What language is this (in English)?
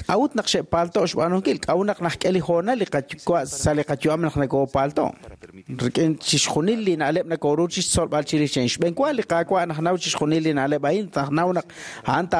Kekchí